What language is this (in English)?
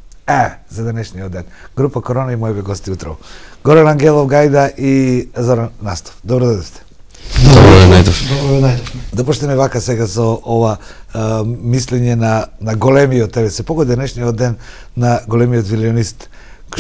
Macedonian